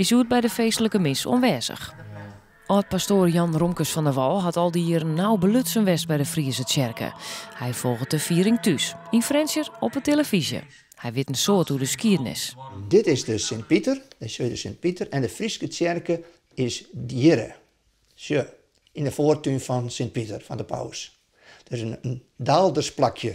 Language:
Western Frisian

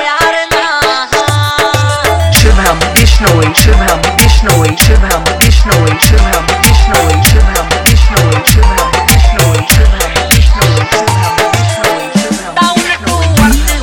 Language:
Haryanvi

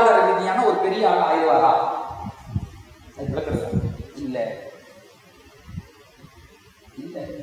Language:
Tamil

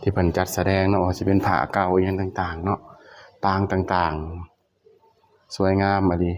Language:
Northeastern Thai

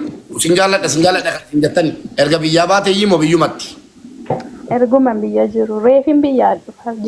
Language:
Oromo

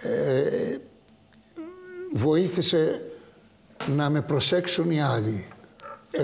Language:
Greek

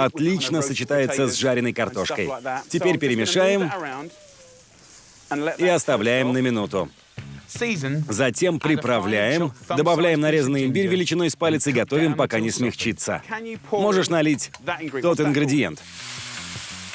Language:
Russian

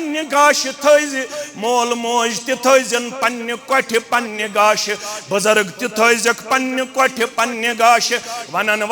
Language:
Kashmiri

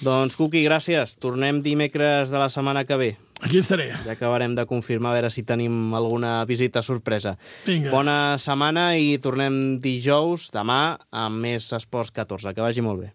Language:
Catalan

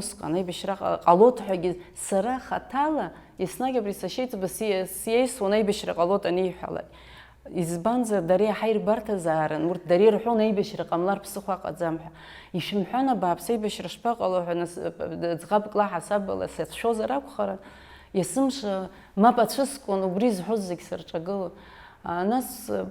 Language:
Abkhazian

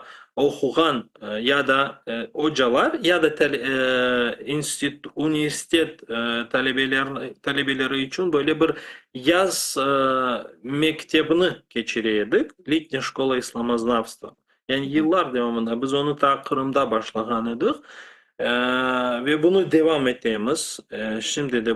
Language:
Crimean Tatar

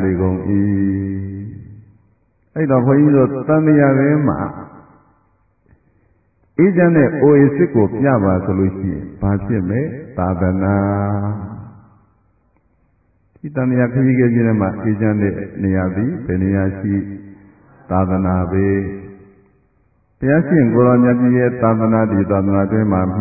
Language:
Burmese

